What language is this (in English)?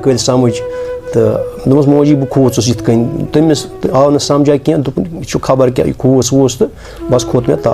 Kashmiri